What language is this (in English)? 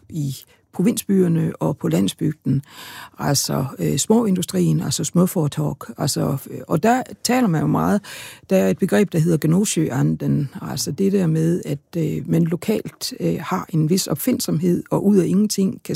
Danish